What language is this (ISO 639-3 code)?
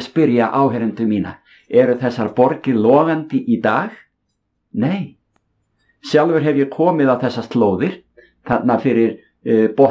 isl